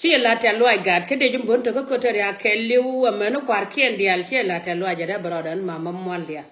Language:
Nuer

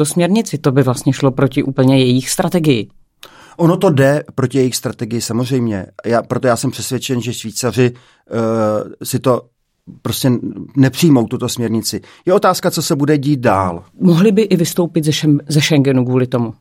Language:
Czech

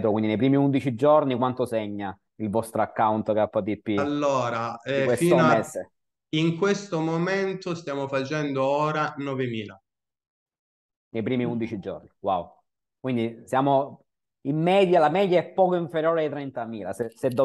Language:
Italian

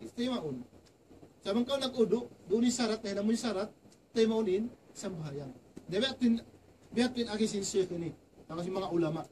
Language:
Tausug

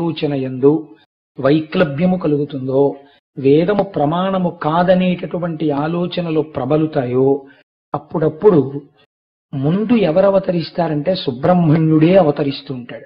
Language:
Telugu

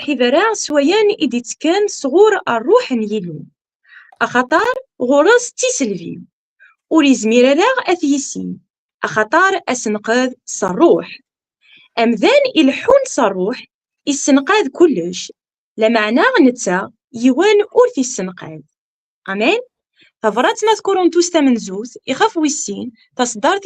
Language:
Kabyle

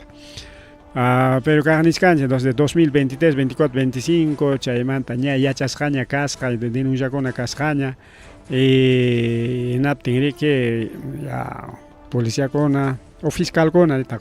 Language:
Ayacucho Quechua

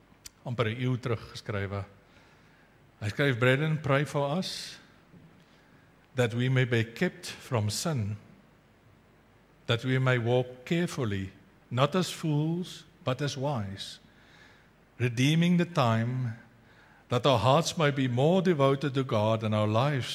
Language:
Afrikaans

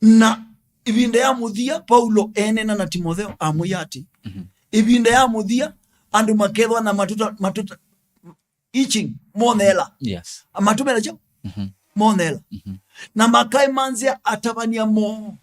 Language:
Kamba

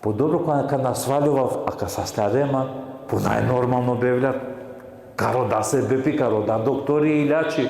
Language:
Balkan Romani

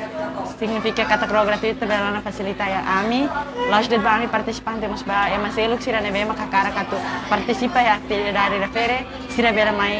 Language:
Tetum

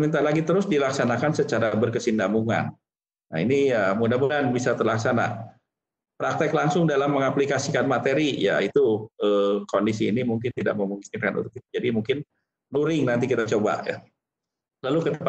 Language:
Indonesian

